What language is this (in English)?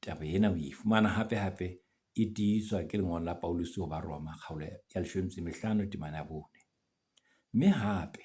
Southern Sotho